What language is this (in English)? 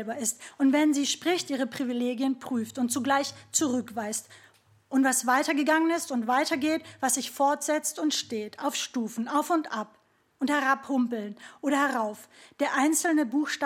German